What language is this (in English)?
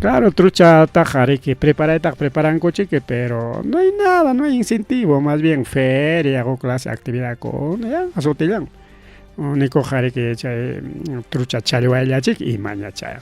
Ayacucho Quechua